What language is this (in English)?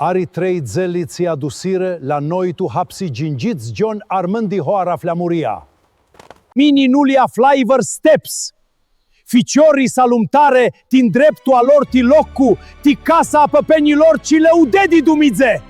Aromanian